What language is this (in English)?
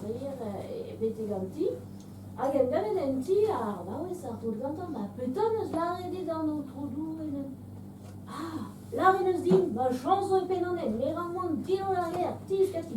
Breton